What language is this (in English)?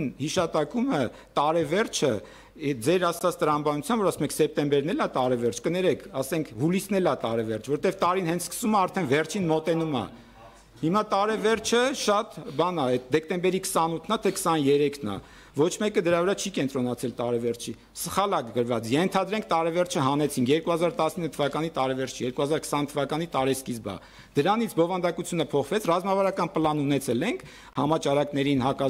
Armenian